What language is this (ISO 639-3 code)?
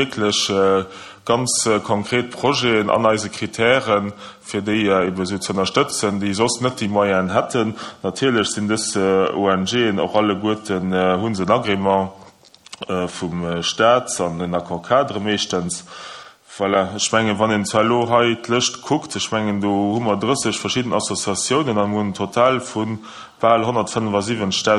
ltz